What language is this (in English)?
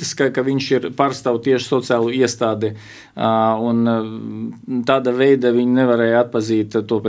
Latvian